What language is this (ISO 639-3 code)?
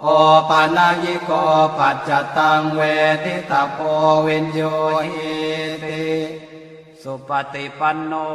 pli